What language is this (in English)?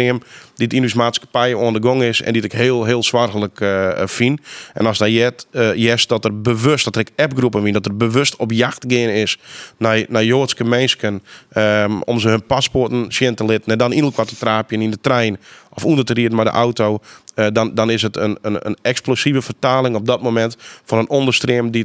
Western Frisian